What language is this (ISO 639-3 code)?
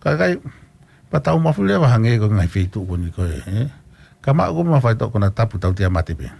ton